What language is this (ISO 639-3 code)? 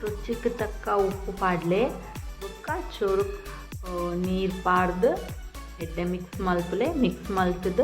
tcy